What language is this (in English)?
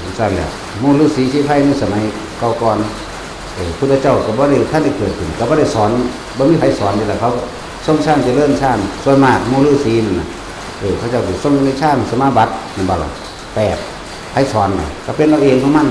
Northeastern Thai